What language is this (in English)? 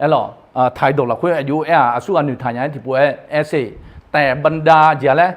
Akha